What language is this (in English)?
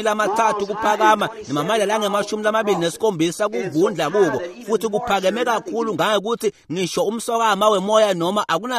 Swati